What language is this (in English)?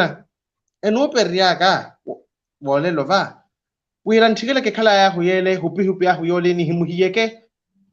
Makhuwa